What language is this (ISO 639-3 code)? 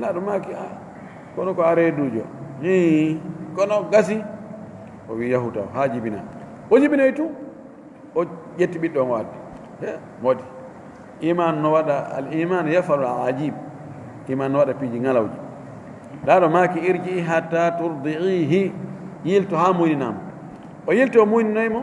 ful